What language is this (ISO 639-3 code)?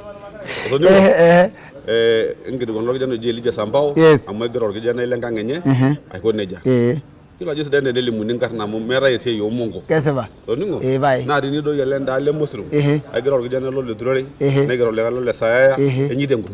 mas